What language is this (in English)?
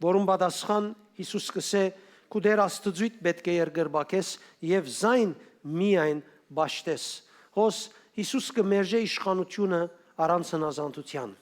Western Armenian